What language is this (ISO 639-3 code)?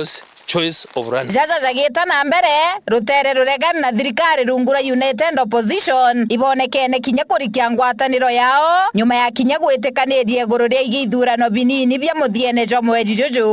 mer